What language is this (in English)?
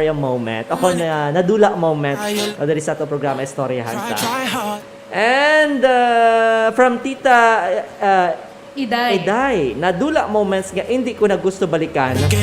Hiligaynon